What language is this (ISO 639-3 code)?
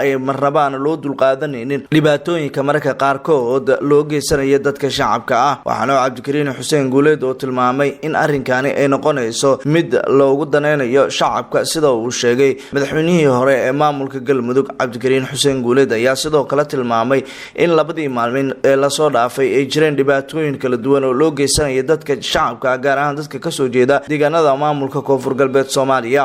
som